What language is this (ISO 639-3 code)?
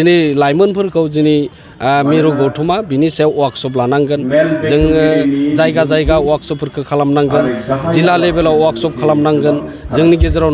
brx